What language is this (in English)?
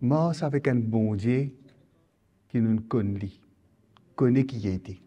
Morisyen